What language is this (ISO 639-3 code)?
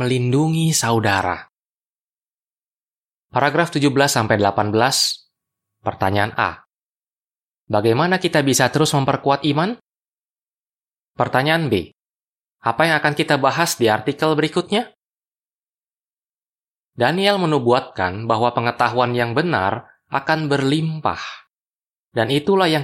ind